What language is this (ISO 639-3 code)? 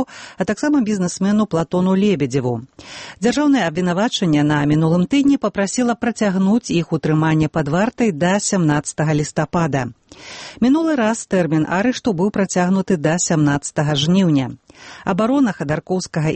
bel